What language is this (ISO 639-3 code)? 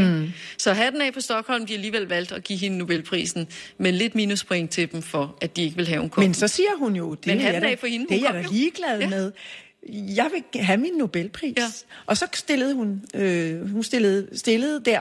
dan